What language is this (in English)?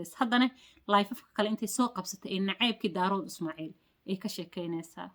Somali